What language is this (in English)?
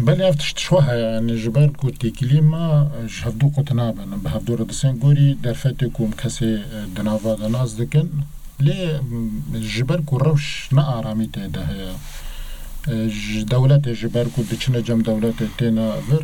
Kurdish